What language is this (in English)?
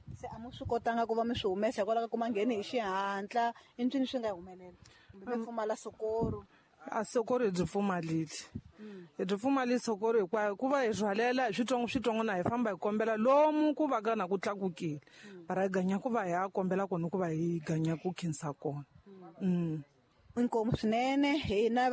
Tsonga